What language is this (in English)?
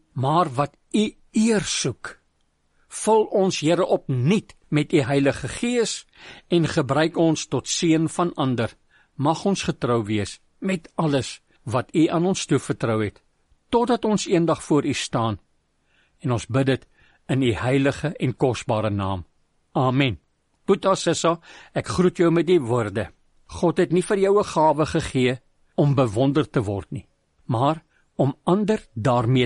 Afrikaans